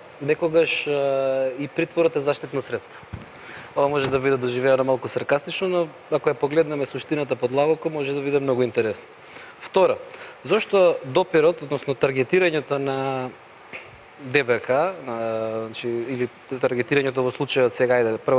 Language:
Macedonian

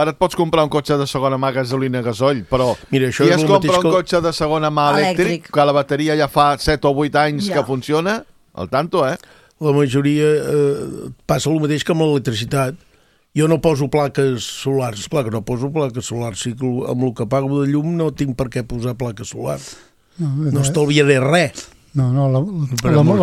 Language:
Catalan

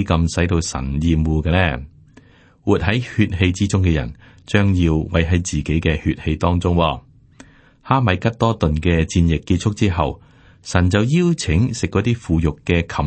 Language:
Cantonese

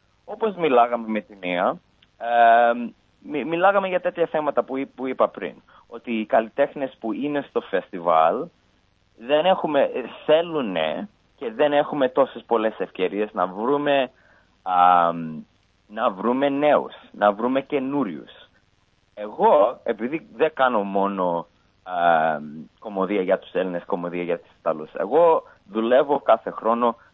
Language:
Greek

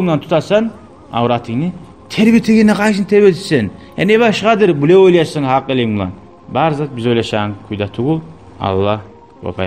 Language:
Kumyk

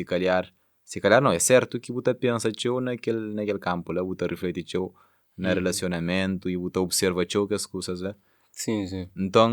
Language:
Kabuverdianu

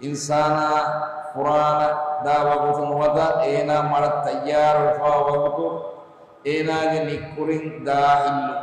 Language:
Divehi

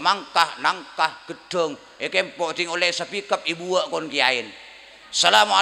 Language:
Madurese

